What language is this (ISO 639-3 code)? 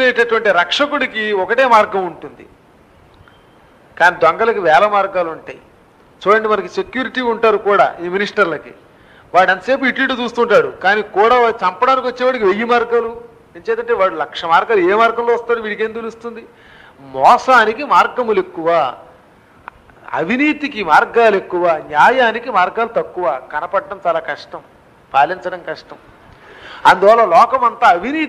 tel